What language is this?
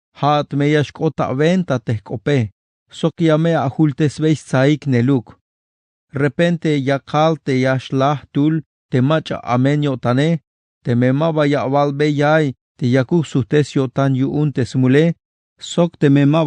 Tzeltal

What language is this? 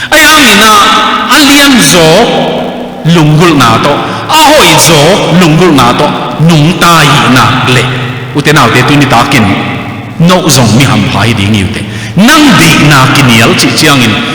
Tedim Chin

